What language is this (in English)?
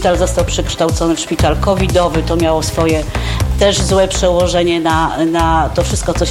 Polish